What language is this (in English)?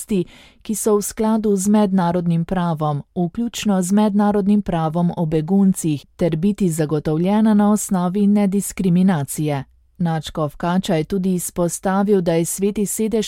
Slovenian